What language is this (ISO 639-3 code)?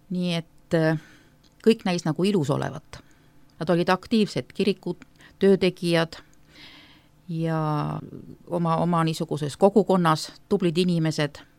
est